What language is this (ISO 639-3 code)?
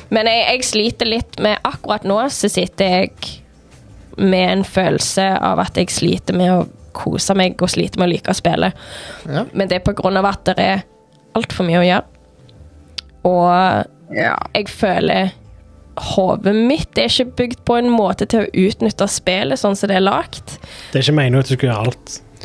nor